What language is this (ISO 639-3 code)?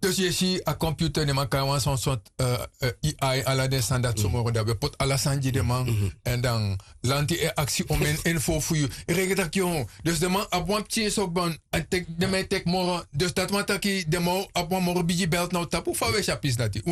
srn